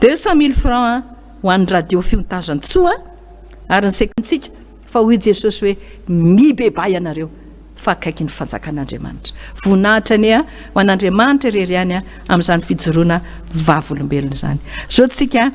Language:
Malagasy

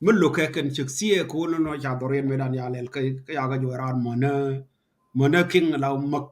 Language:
Nuer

